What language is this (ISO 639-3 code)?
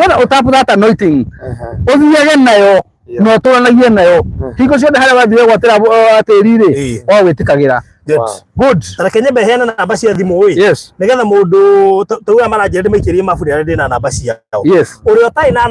kik